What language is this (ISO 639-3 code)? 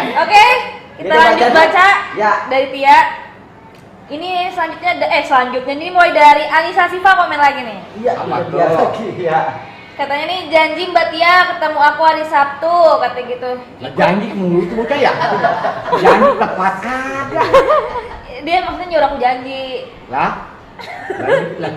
bew